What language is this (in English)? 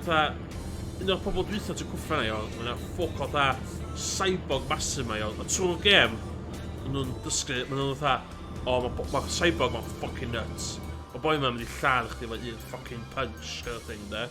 Welsh